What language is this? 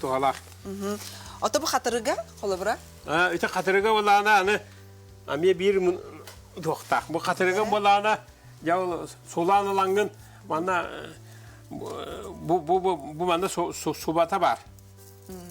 Yakut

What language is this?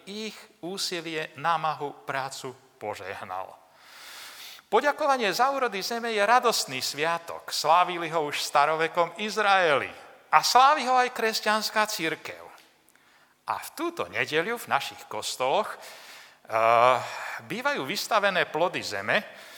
Slovak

